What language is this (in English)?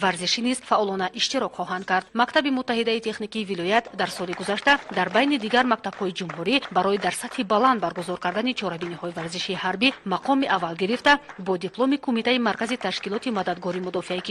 Tajik